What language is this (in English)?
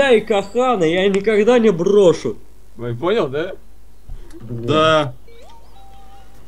Russian